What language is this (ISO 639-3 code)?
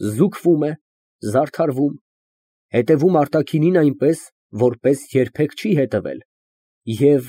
hye